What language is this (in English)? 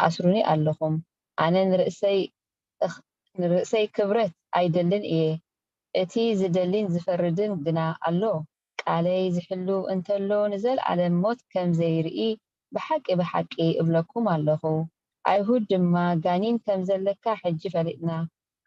Tigrinya